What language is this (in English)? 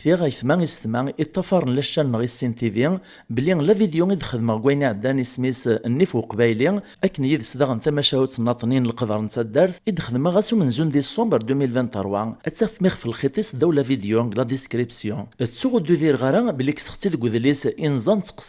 Kabyle